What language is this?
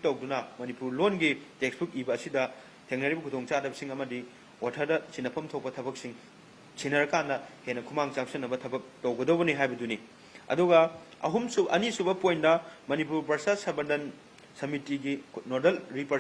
Manipuri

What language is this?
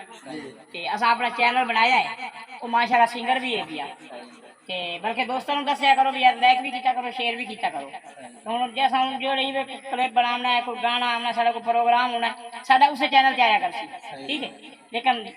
Saraiki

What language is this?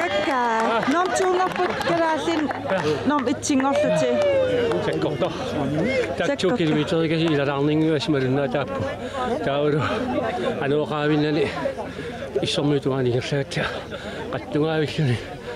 Kalaallisut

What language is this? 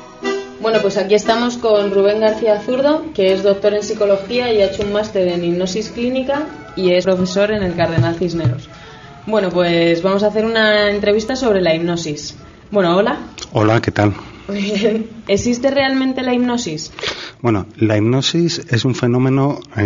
Spanish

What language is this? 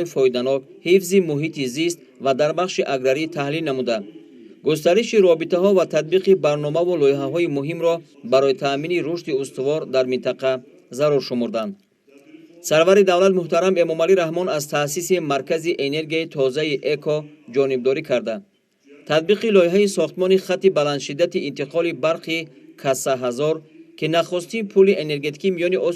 Tajik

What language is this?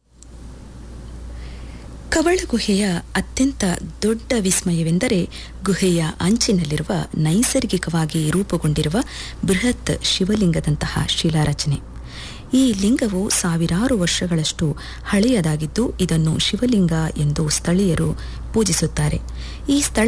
Kannada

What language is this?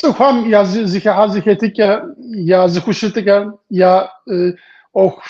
Kabardian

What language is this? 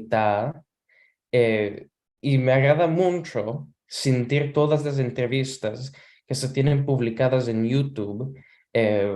Ladino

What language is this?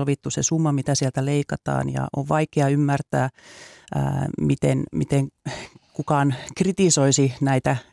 Finnish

